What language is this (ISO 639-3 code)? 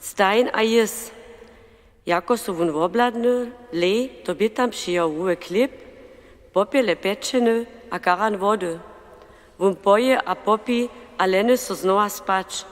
hsb